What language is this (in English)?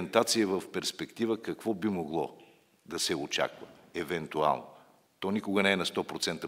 Bulgarian